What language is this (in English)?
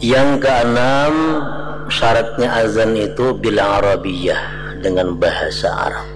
Banjar